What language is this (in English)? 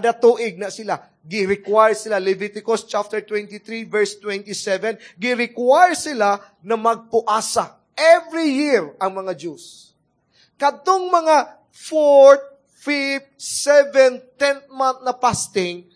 Cebuano